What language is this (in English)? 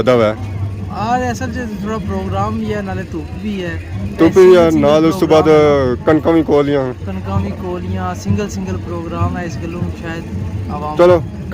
Pahari-Potwari